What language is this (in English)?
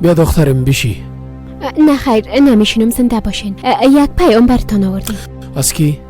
Persian